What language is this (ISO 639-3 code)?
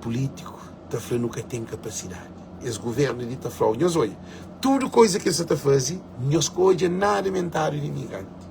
kea